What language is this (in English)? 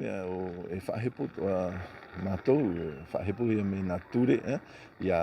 Tahitian